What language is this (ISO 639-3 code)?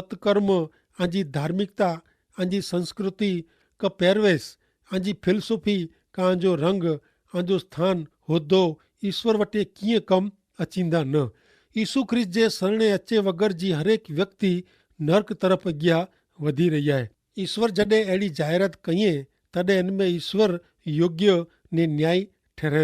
kfr